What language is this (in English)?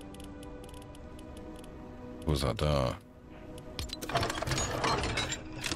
German